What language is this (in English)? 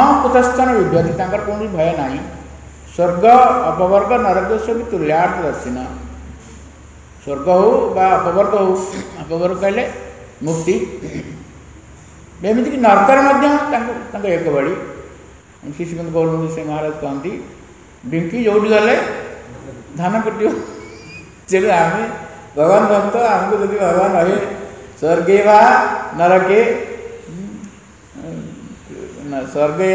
Odia